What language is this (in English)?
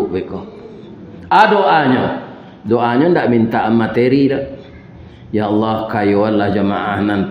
Minangkabau